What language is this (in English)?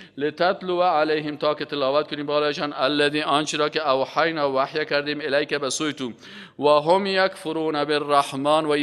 Persian